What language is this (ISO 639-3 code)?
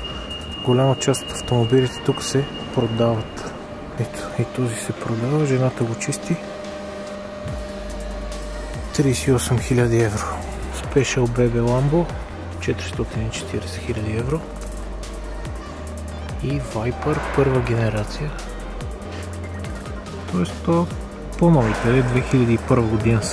bul